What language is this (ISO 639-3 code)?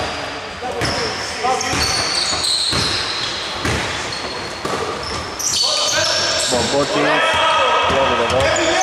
ell